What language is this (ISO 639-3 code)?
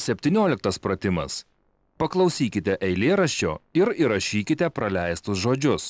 lit